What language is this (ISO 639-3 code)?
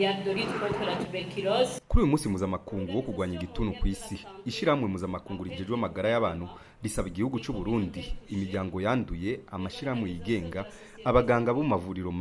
run